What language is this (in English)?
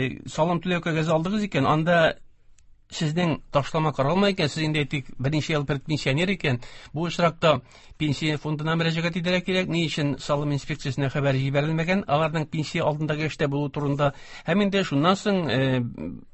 Tatar